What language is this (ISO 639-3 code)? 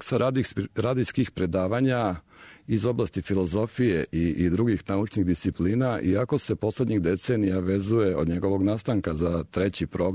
srp